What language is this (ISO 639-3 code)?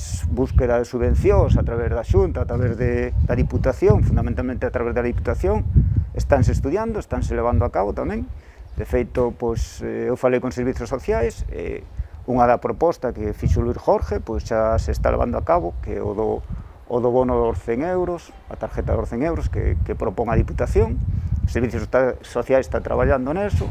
glg